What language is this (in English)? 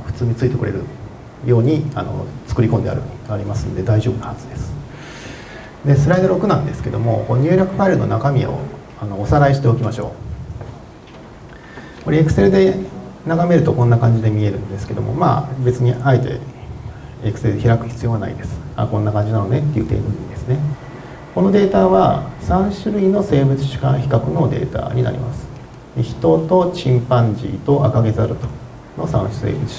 Japanese